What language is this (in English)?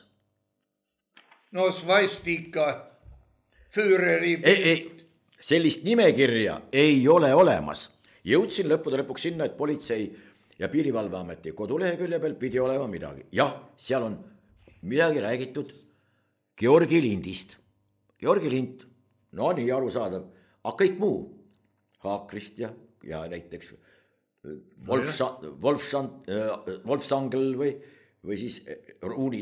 Estonian